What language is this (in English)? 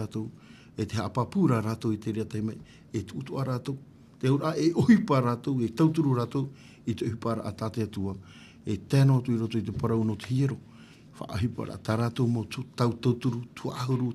Tahitian